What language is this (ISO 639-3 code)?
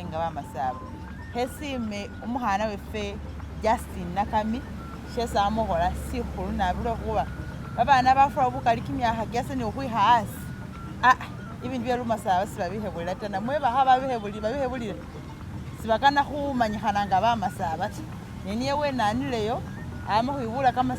myx